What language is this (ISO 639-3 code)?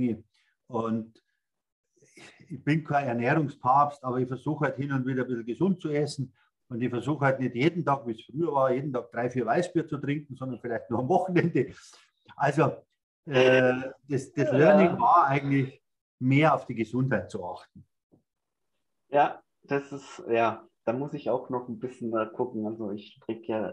deu